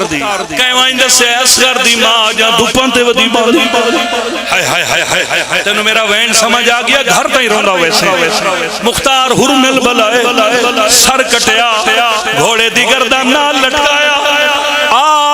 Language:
Pahari-Potwari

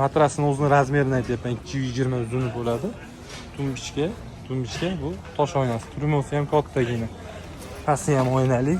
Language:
Uzbek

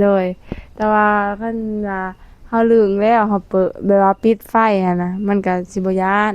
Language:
Northeastern Thai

